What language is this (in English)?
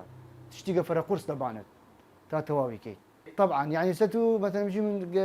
Southern Kurdish